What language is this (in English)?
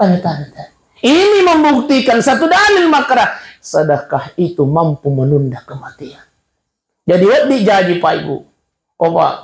Buginese